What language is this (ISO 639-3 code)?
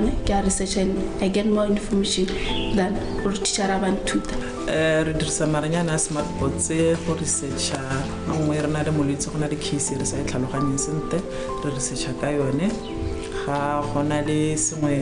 tsn